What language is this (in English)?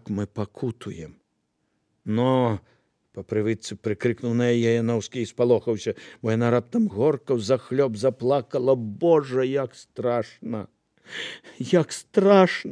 Belarusian